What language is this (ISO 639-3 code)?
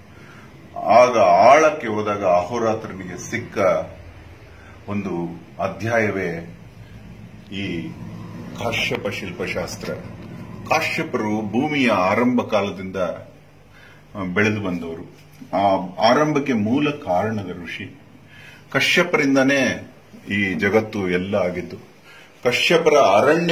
kan